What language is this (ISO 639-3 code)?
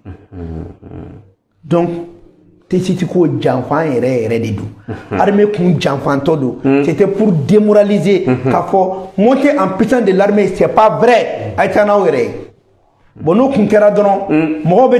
bam